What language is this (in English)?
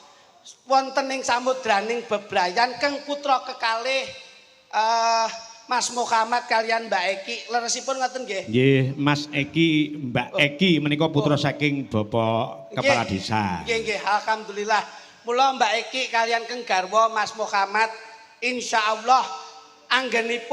Javanese